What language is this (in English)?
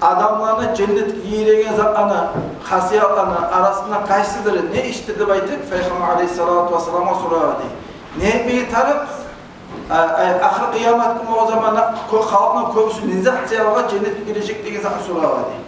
Kumyk